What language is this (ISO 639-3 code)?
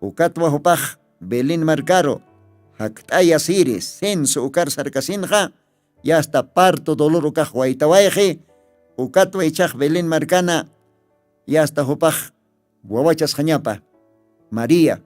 aym